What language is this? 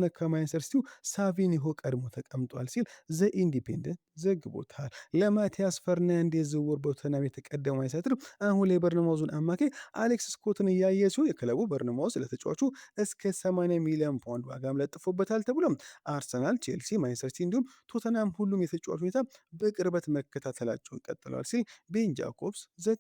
Amharic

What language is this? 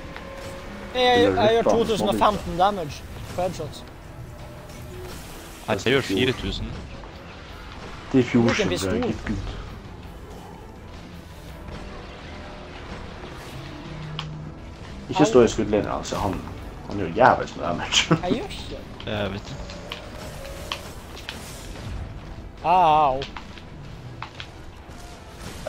Norwegian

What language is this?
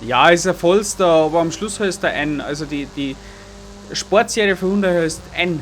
Bavarian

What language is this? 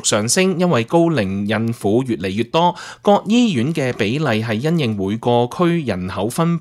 Cantonese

